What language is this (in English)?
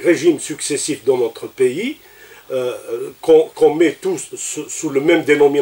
French